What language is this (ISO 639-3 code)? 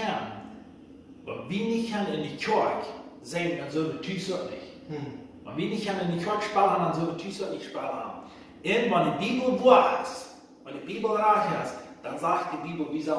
pdt